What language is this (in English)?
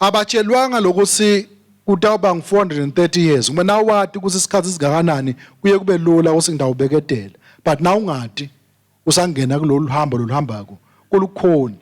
Swati